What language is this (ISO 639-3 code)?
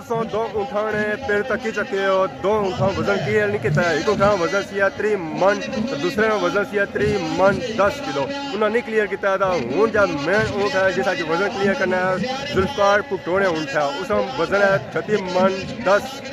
phr